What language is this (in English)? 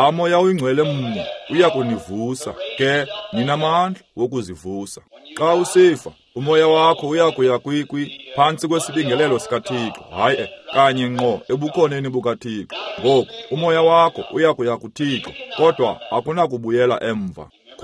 Xhosa